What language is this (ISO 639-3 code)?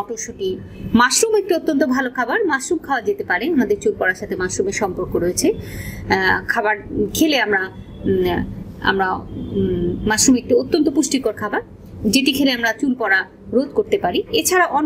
ben